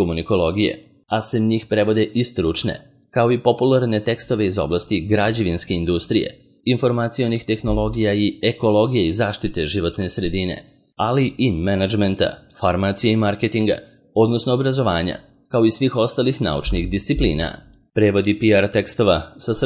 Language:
Serbian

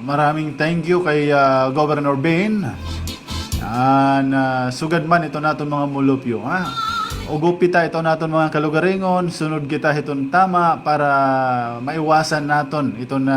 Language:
Waray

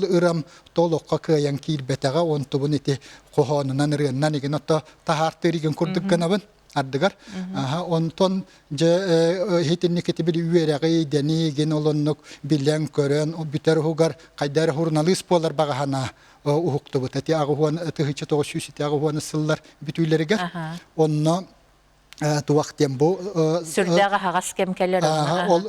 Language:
Yakut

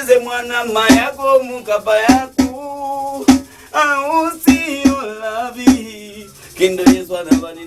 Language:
Lozi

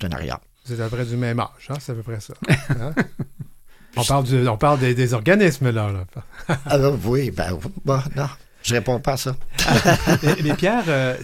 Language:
French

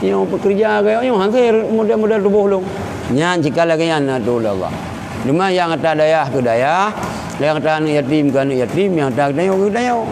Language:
Achinese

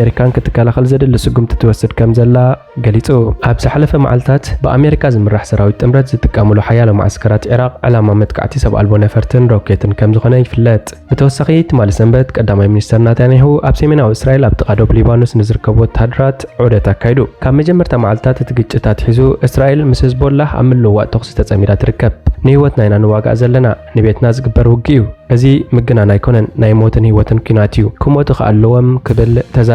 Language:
Tigrinya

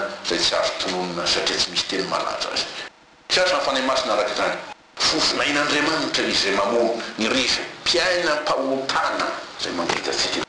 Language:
Malagasy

